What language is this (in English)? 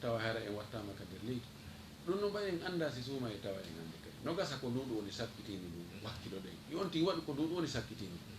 Fula